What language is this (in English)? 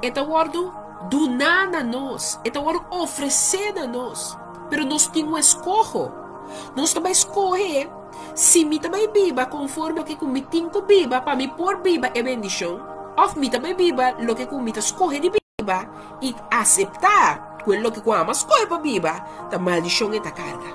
Papiamento